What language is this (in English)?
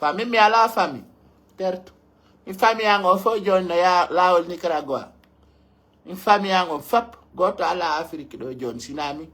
Pular